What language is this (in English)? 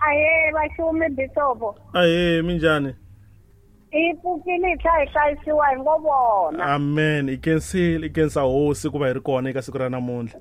Tsonga